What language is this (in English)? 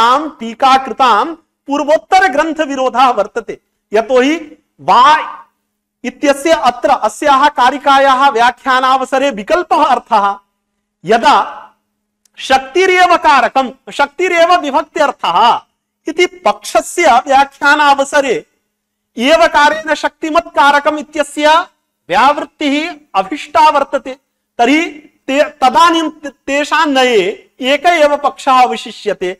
Sanskrit